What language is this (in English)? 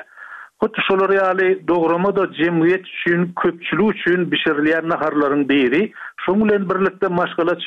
Turkmen